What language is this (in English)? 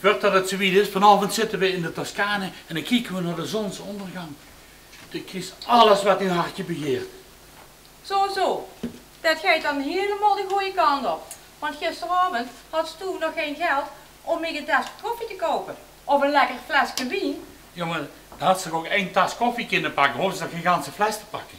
Limburgish